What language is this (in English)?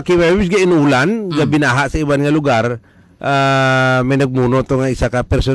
Hiligaynon